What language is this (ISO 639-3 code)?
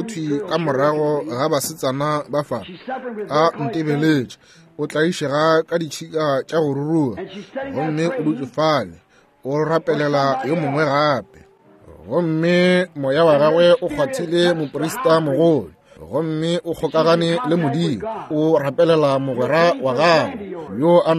nso